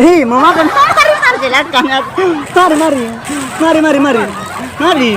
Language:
Ambonese Malay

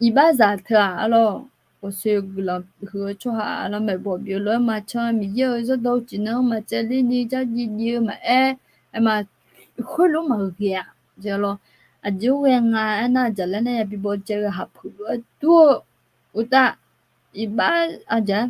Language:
Akha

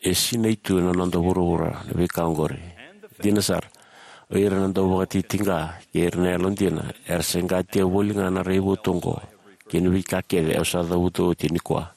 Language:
Fijian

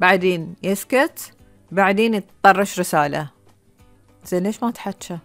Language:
Gulf Arabic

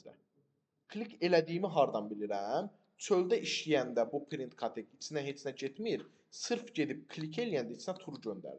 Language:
Azerbaijani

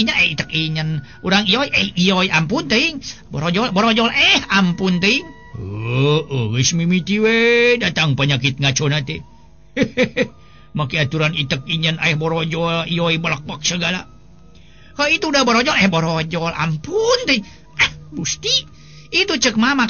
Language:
Sundanese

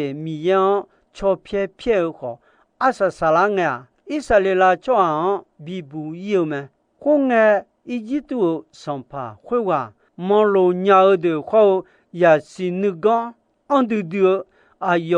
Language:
Akha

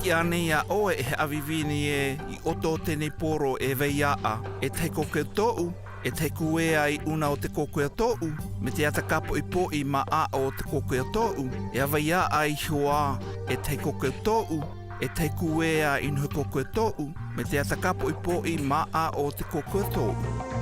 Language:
South Marquesan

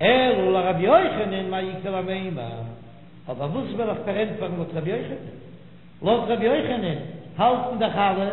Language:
Yiddish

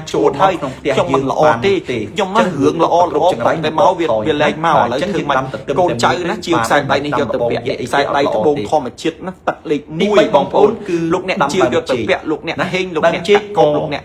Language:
Khmer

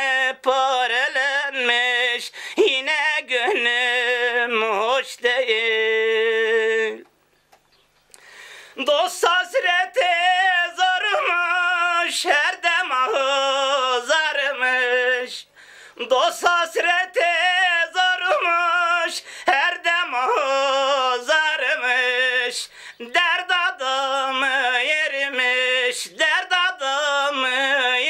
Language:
Turkish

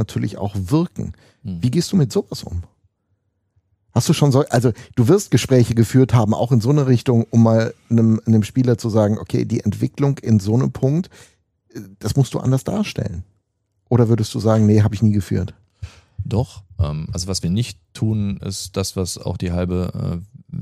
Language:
German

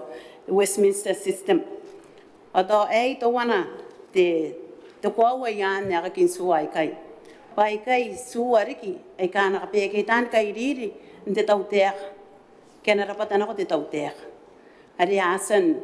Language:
Gilbertese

